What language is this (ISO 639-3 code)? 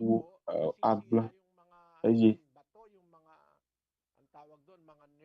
ewe